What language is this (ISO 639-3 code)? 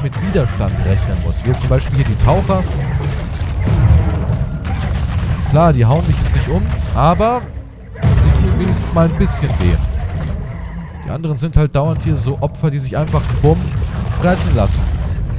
deu